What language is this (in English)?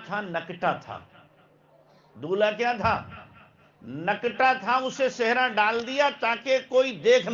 Urdu